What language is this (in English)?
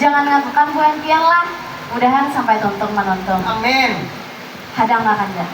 Banjar